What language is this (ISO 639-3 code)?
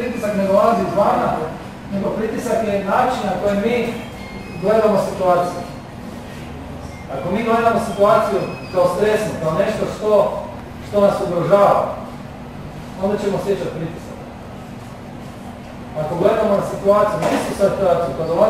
hrv